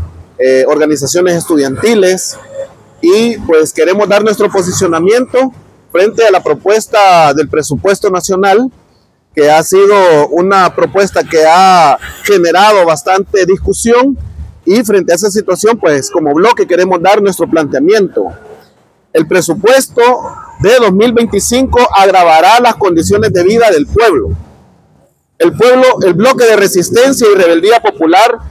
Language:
Spanish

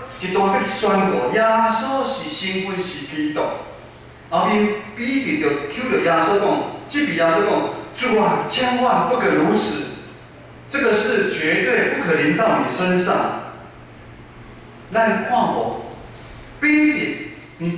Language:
Min Nan Chinese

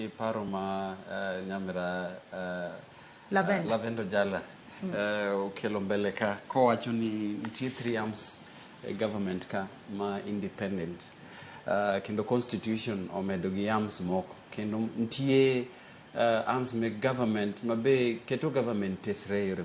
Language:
Luo (Kenya and Tanzania)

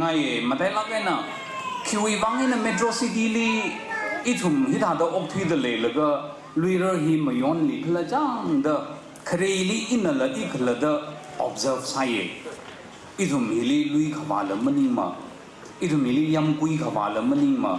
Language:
Tangkhul Naga (India)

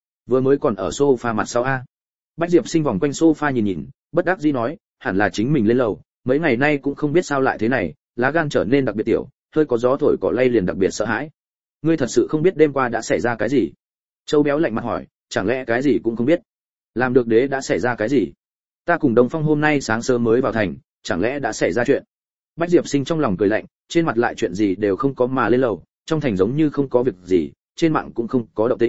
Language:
Vietnamese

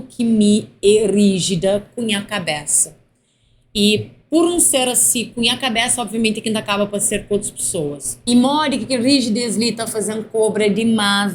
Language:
Kabuverdianu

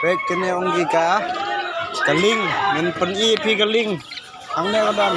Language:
Khasi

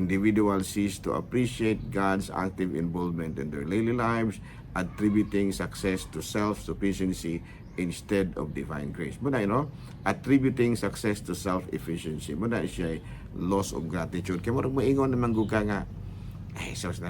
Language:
Cebuano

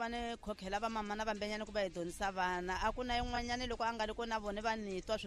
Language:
Tsonga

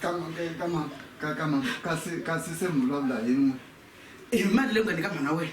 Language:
Tsonga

